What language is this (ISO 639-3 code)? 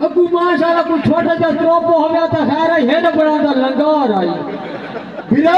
skr